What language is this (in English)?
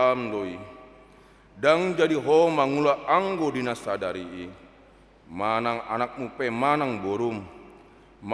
Batak Toba